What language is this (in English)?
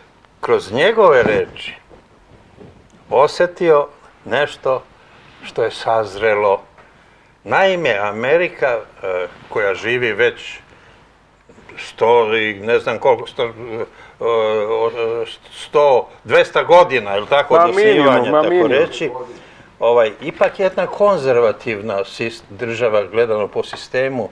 Serbian